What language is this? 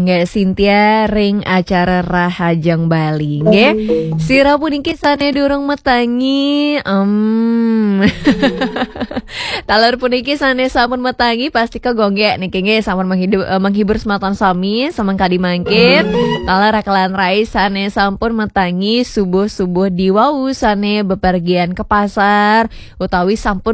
Balinese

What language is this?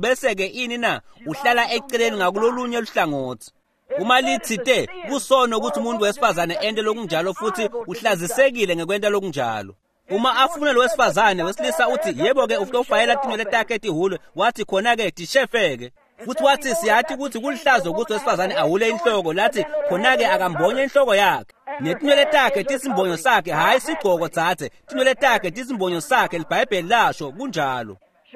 Swati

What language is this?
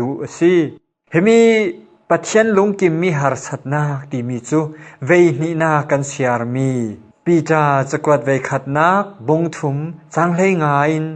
Falam Chin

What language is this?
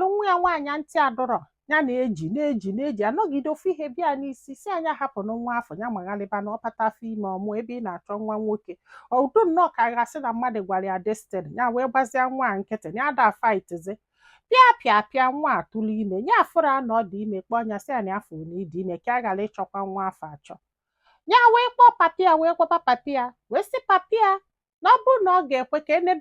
Igbo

